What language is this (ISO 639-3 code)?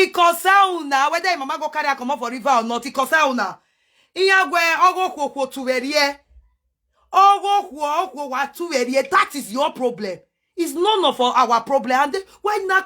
pcm